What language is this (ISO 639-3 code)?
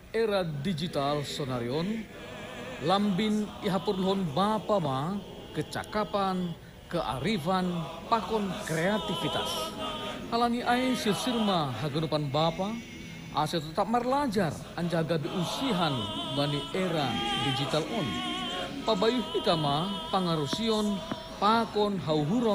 bts